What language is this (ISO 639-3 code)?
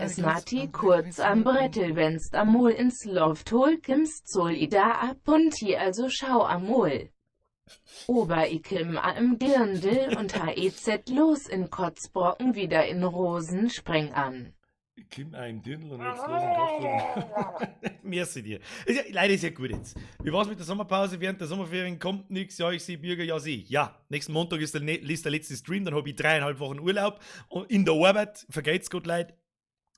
bar